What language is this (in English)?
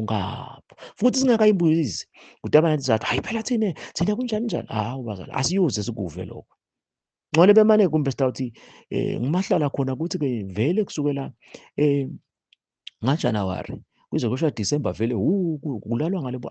Zulu